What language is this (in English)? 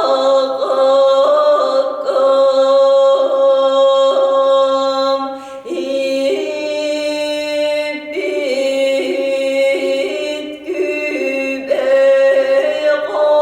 Yakut